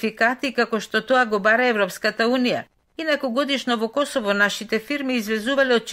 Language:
Macedonian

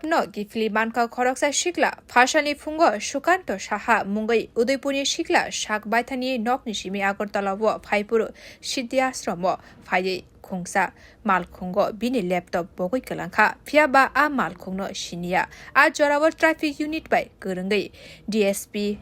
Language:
Kok Borok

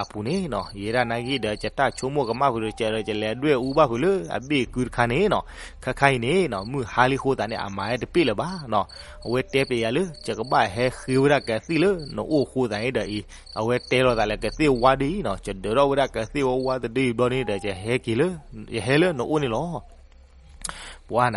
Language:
S'gaw Karen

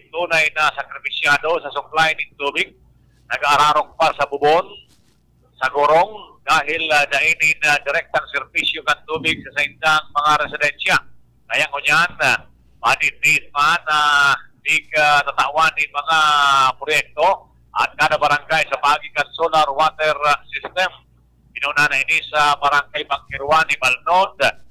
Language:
Bikol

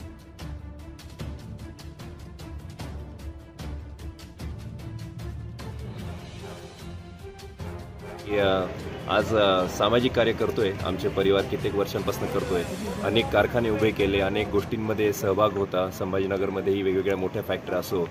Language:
Marathi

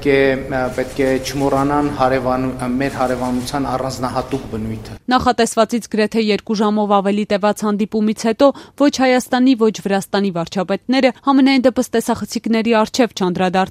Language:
Armenian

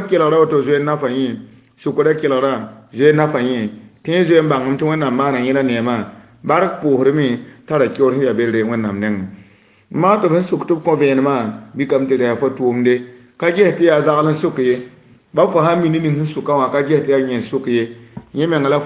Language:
Mossi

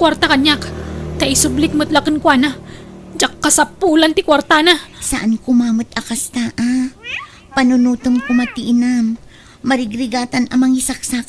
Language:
Iloko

